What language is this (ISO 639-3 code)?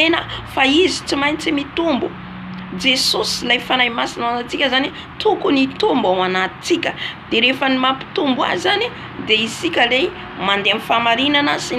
mlg